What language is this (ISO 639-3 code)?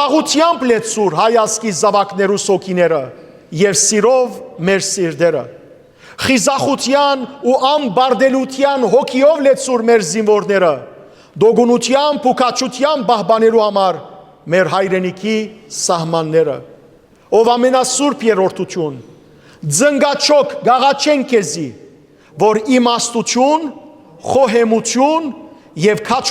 hyw